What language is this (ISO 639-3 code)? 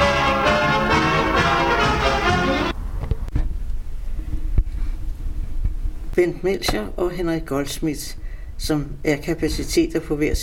dan